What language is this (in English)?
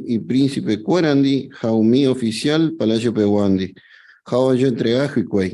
Guarani